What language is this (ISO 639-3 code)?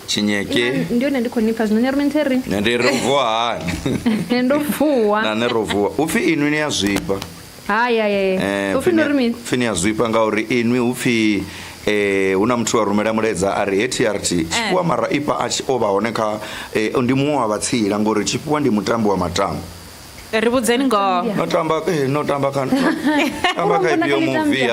ven